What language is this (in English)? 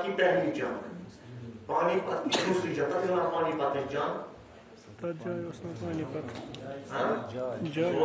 Kashmiri